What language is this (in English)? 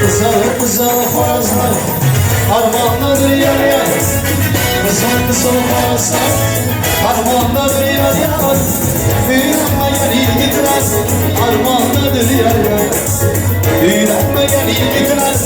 Turkmen